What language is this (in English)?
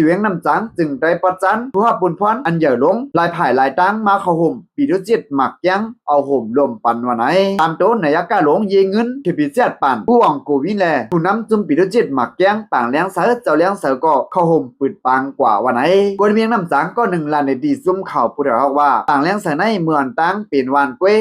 Shan